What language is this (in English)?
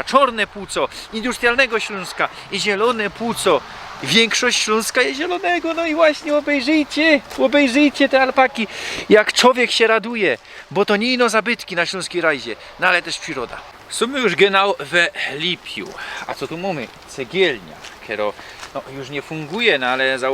Silesian